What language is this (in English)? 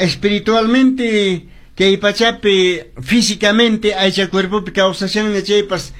Quechua